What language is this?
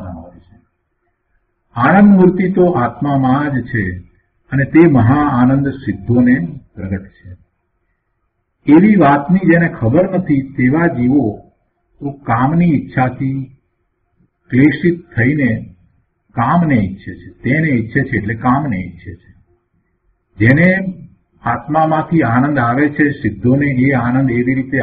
Gujarati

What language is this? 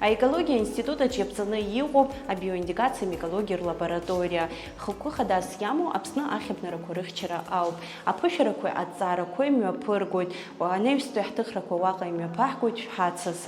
Abkhazian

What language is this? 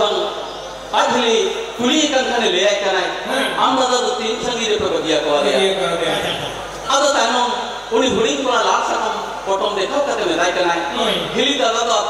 Santali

